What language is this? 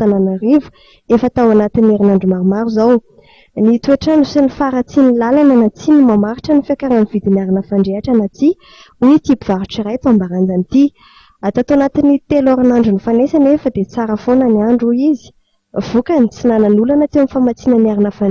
Malagasy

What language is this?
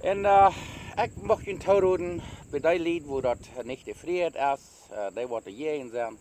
Plautdietsch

